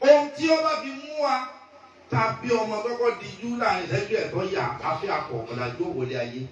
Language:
Yoruba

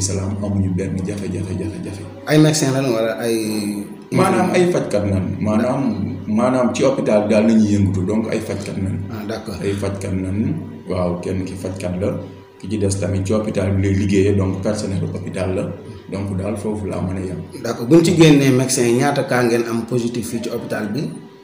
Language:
Wolof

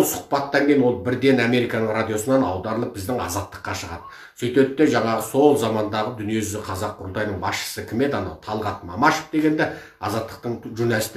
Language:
Kazakh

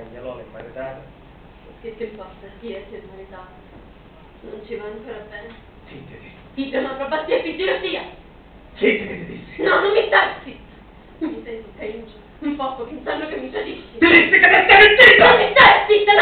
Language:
Sicilian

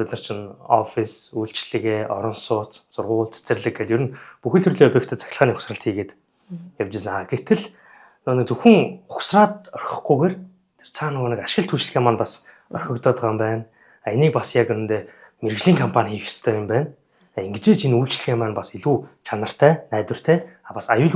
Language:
Mongolian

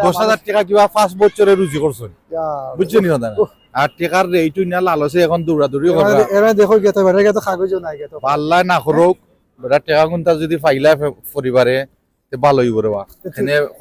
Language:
Sylheti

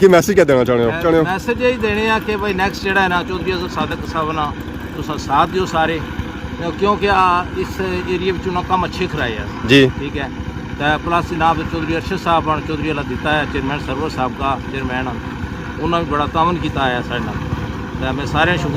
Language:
Pahari-Potwari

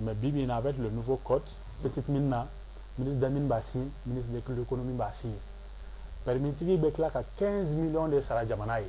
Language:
Bambara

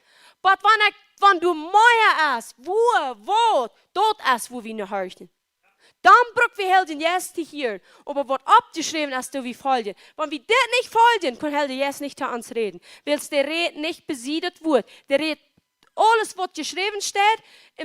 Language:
Plautdietsch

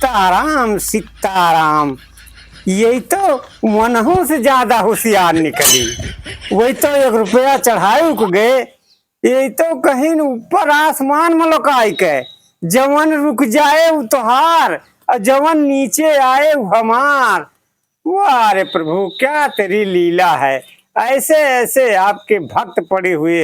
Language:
Awadhi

